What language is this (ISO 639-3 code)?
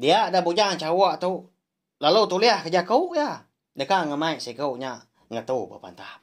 iba